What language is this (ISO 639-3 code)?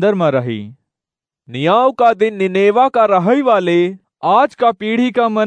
awa